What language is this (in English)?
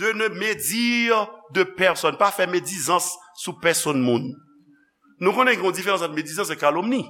Haitian Creole